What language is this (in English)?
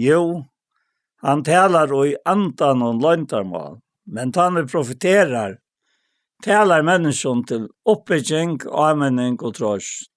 Faroese